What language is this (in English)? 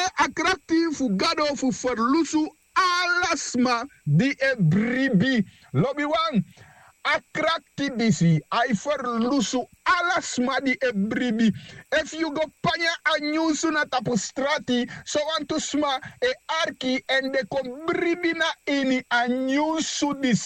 Sranan Tongo